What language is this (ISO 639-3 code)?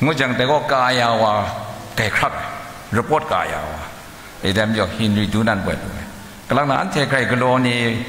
kac